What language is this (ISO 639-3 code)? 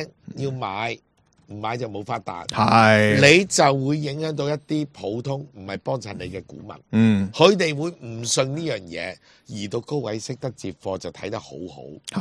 yue